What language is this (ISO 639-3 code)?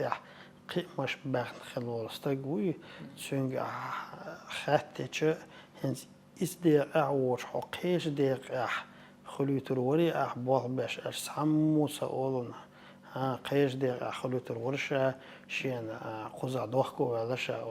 che